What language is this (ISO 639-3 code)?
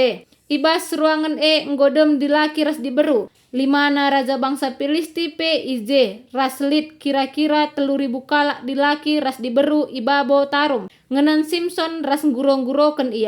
btx